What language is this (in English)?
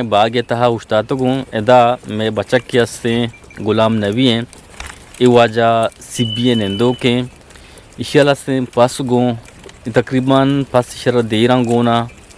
Eastern Balochi